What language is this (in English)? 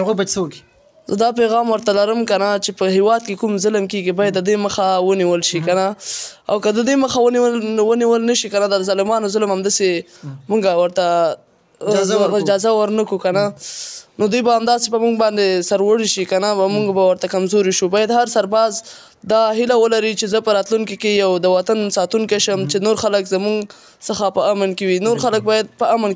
Pashto